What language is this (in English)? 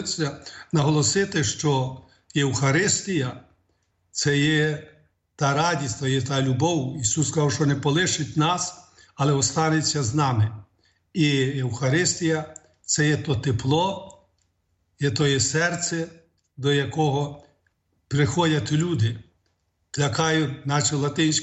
Ukrainian